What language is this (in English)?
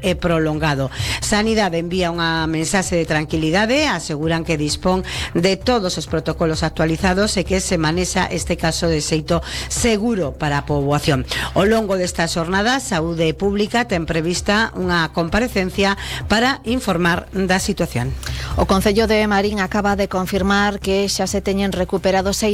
Galician